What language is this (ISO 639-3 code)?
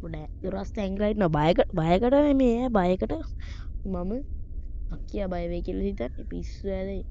sin